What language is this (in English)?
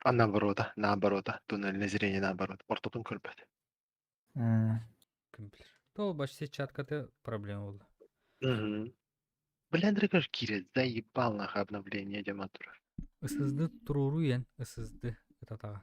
Yakut